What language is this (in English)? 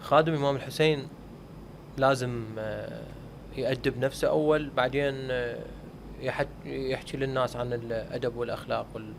Mesopotamian Arabic